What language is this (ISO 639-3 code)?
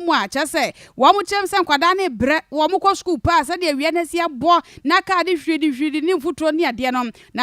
aka